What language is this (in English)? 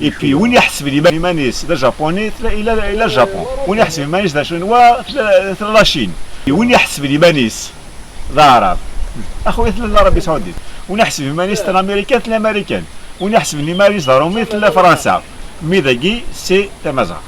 Kabyle